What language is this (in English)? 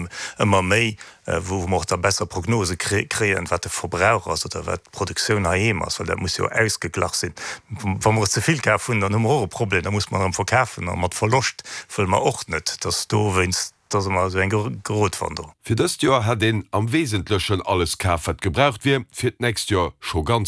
Luxembourgish